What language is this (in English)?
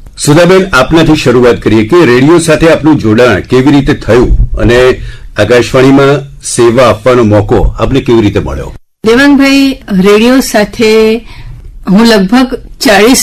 Gujarati